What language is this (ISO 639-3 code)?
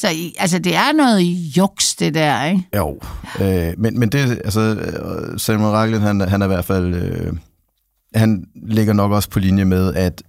dan